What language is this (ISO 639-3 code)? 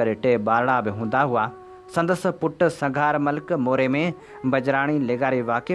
snd